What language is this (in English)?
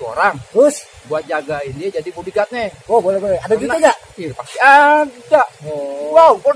Betawi